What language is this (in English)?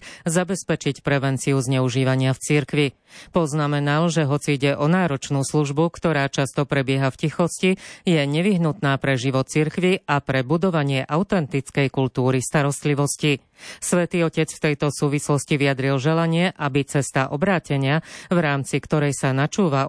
Slovak